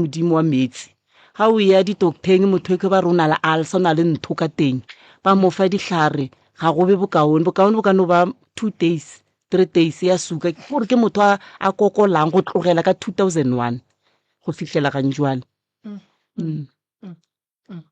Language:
Northern Sotho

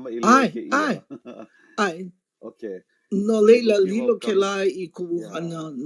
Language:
Hawaiian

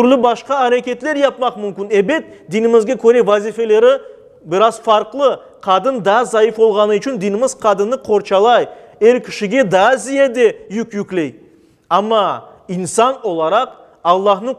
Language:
Crimean Tatar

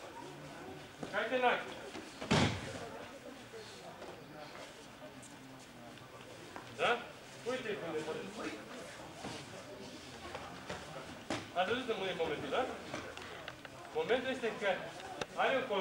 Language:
Romanian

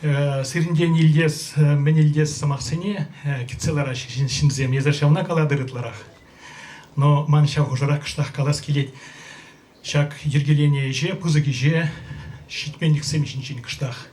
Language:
Chuvash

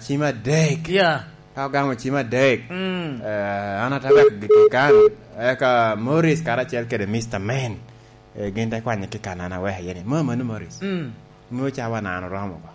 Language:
Lango (Uganda)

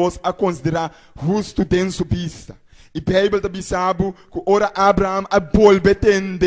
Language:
Papiamento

